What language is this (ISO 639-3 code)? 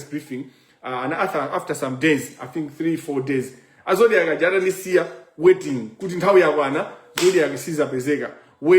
nya